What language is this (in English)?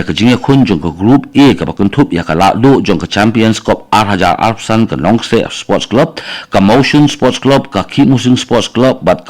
Khasi